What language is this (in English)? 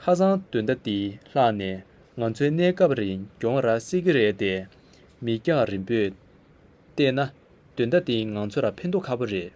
Tibetan